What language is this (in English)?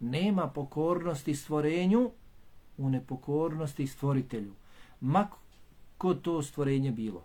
Bosnian